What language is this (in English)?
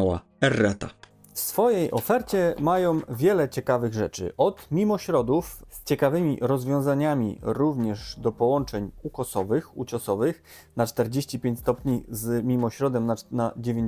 Polish